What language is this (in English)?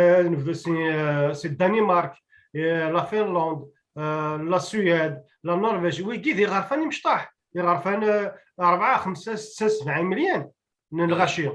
Kabyle